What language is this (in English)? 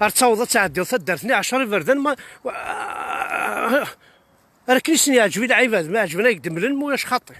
Kabyle